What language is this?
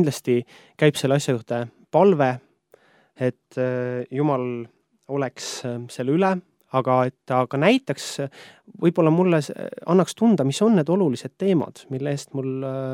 Estonian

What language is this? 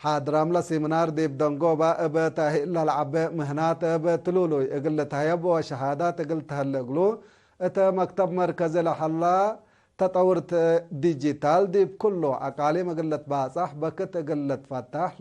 Tigre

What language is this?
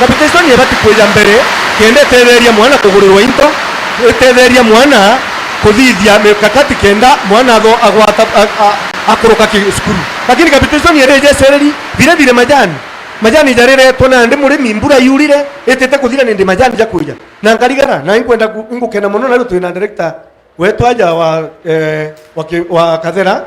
Meru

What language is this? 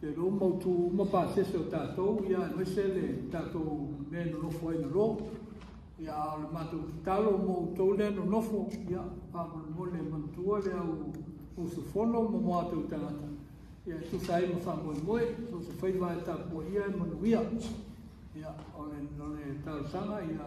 Samoan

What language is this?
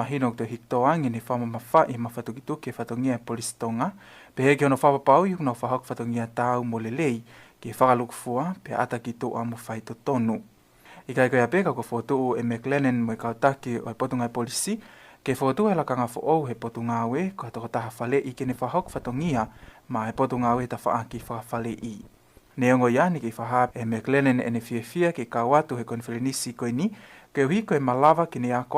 Tongan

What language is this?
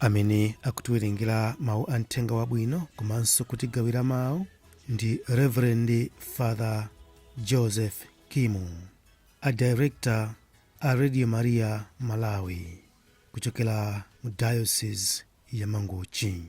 Nyanja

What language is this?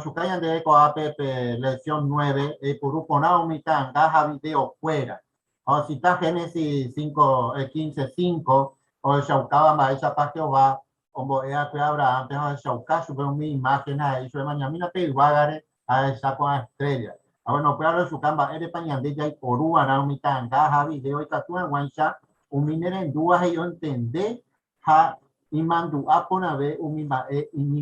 Guarani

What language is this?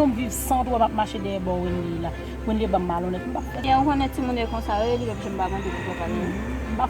Haitian Creole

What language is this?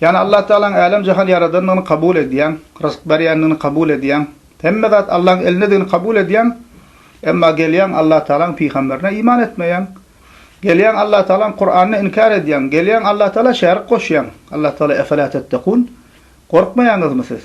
Turkmen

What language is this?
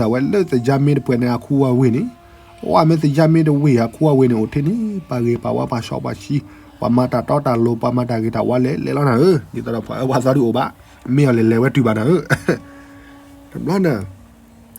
S'gaw Karen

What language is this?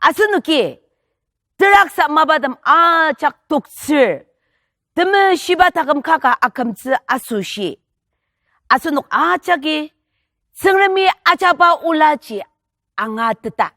Ao Naga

